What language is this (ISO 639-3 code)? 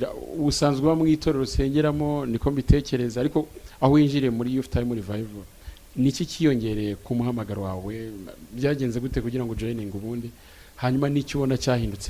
kin